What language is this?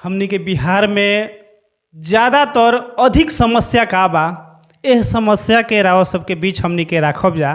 Bhojpuri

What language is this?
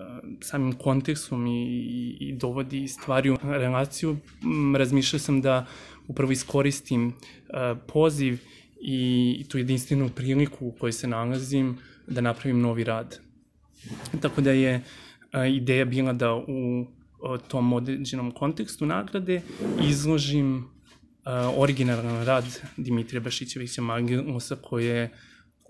Serbian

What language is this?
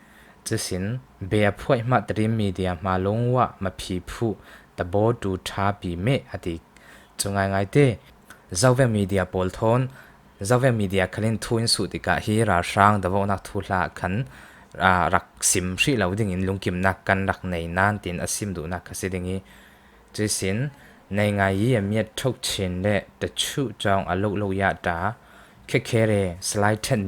Hakha Chin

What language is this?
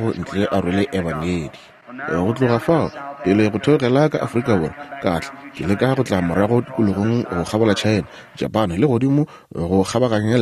Northern Sotho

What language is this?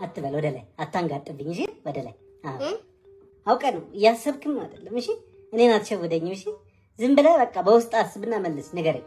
Amharic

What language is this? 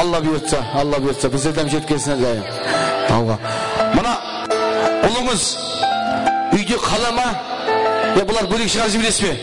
Kara-Kalpak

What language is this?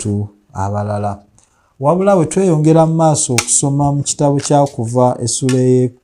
Ganda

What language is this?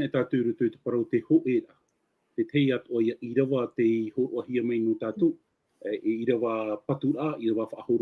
Tahitian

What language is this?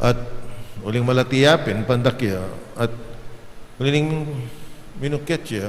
Pampanga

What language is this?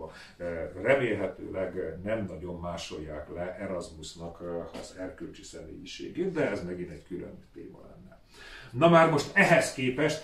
Hungarian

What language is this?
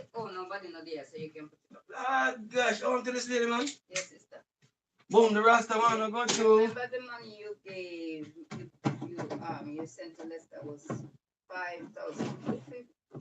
Jamaican Creole English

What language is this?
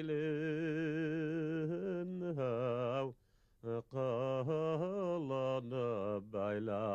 Bashkir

